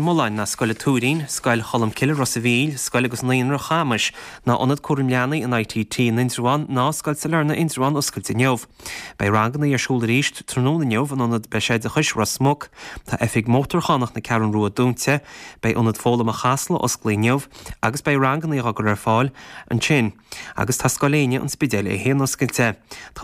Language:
Irish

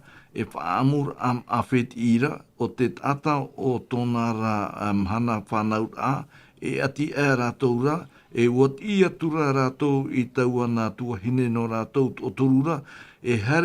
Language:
Tahitian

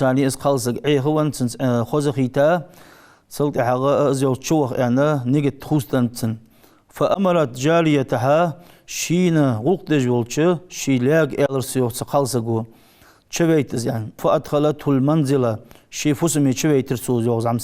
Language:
Ingush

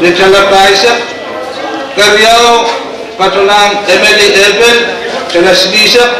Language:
Pohnpeian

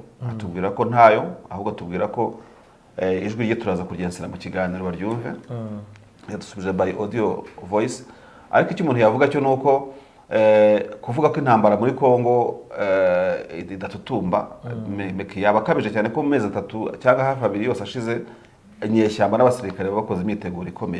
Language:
Kinyarwanda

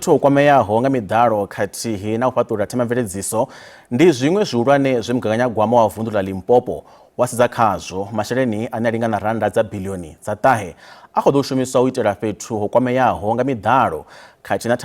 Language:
Venda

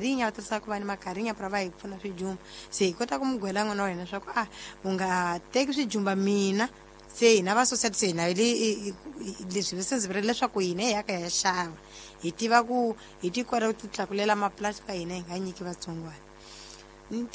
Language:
Tsonga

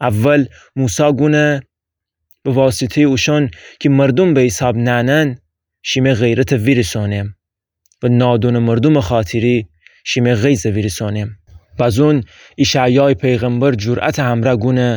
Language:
Gilaki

